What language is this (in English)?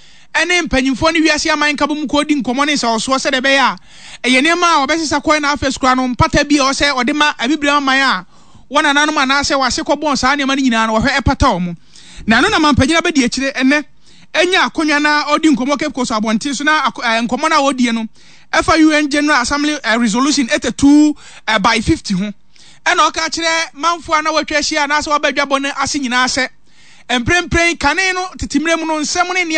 Akan